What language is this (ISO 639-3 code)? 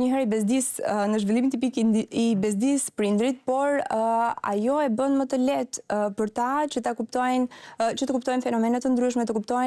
sqi